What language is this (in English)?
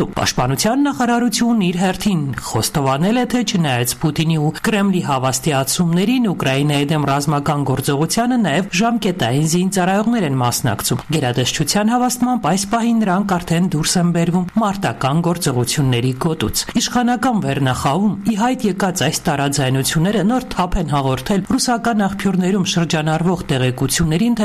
Armenian